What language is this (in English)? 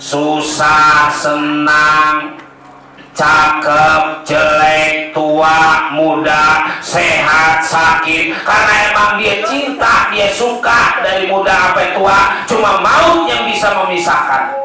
Betawi